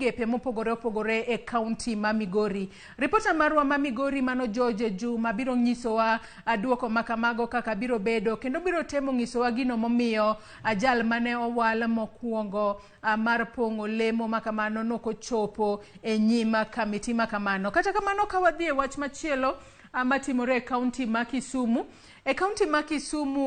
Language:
Luo (Kenya and Tanzania)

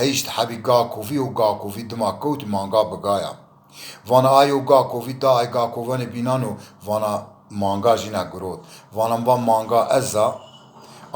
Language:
Zaza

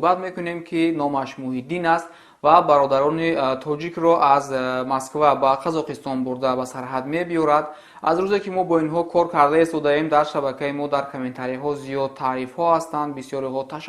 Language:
Tajik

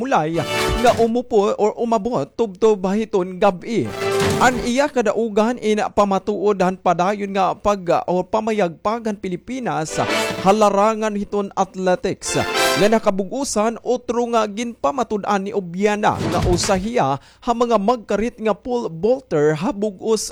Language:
Waray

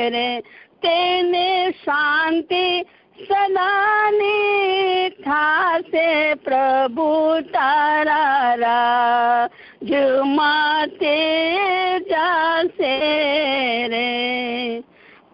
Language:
Gujarati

